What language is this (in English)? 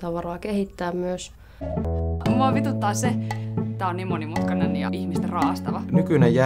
Finnish